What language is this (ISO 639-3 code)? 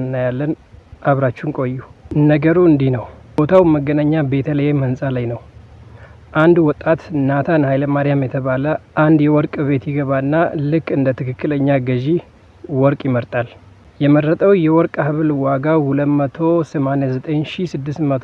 amh